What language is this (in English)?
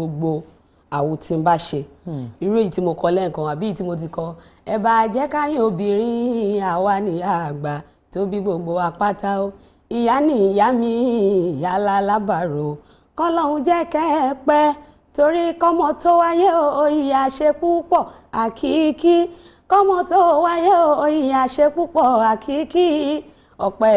Yoruba